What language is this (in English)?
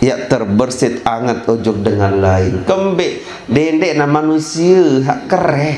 Sasak